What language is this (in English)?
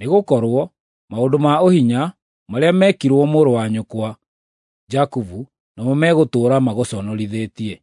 Kikuyu